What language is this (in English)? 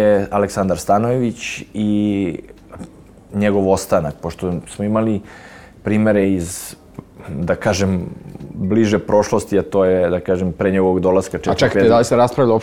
Serbian